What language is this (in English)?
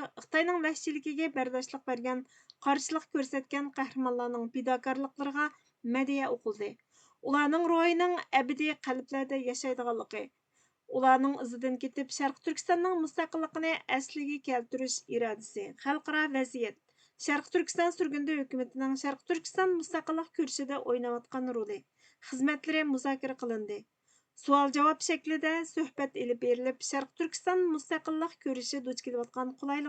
Uyghur